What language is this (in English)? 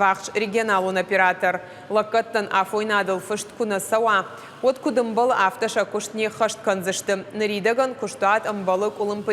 Ossetic